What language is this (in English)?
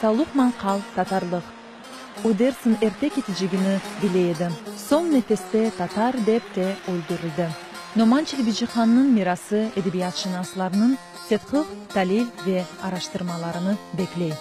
Crimean Tatar